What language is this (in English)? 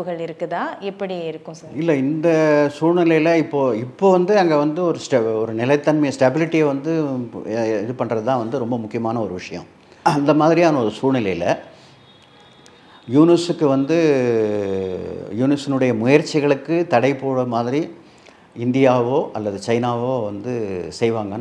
Tamil